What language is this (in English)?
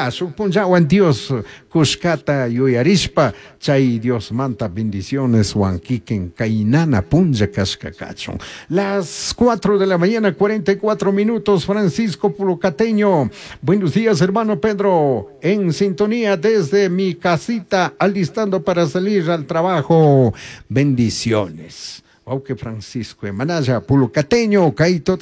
Chimborazo Highland Quichua